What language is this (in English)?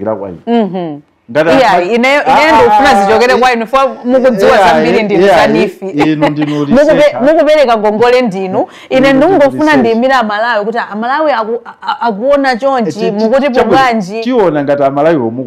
Nyanja